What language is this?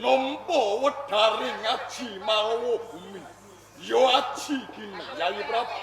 Javanese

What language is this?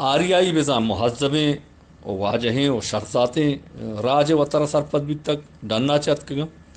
Eastern Balochi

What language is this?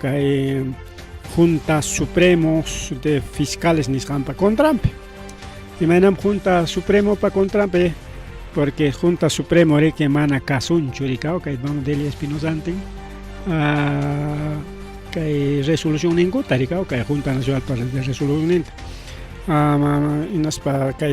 Ayacucho Quechua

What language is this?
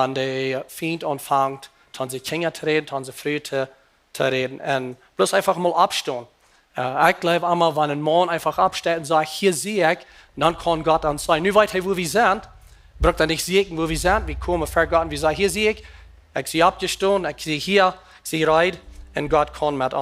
Plautdietsch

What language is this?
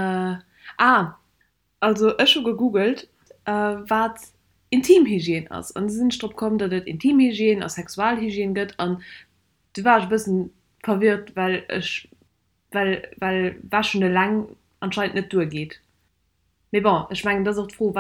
Luxembourgish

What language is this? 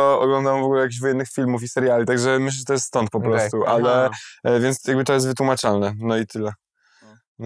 Polish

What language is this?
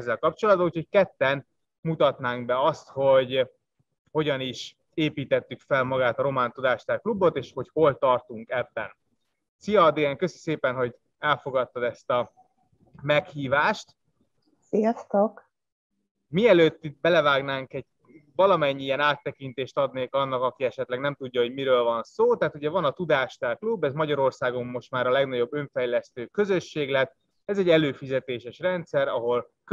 Hungarian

